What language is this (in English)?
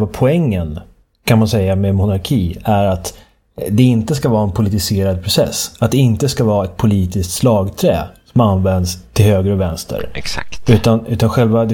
Swedish